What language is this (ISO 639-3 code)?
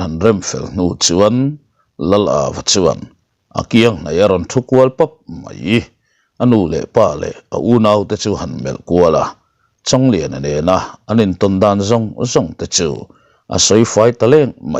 lus